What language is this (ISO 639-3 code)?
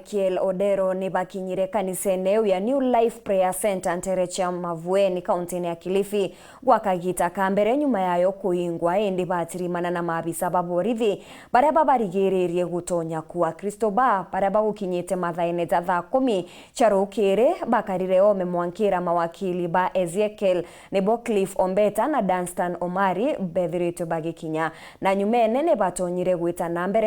mer